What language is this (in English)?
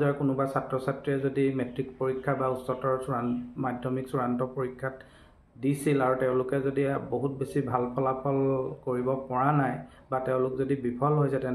Assamese